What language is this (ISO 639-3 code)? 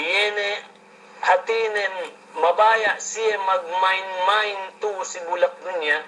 yka